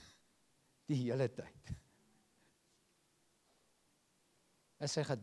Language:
Afrikaans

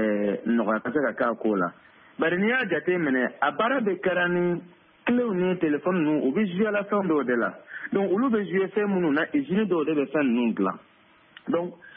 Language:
Bambara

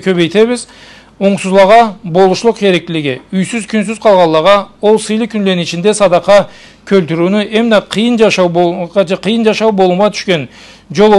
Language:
Karachay-Balkar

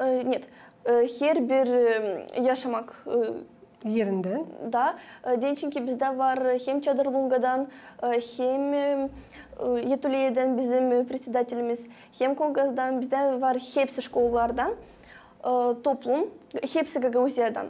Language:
Gagauz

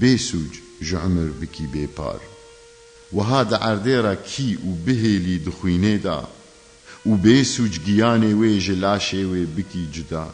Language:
Kurdish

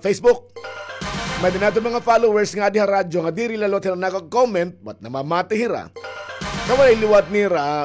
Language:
Waray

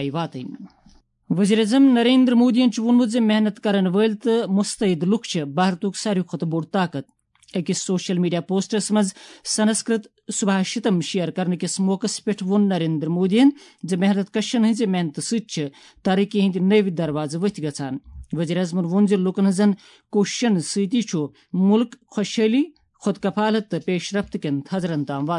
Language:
Kashmiri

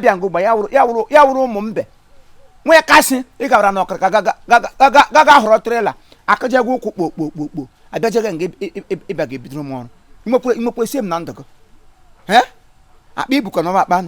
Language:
Igbo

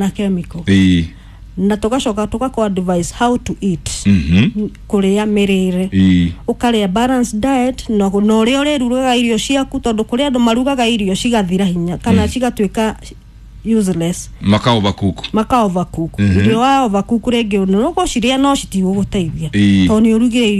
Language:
Kikuyu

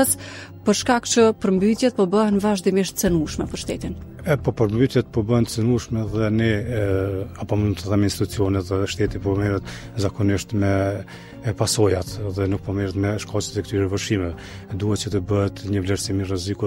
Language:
Albanian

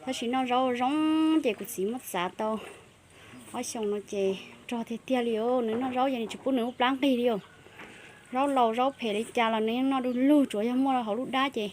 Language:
Hmong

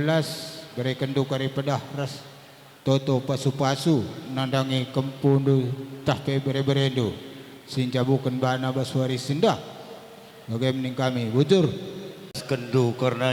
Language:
Batak Karo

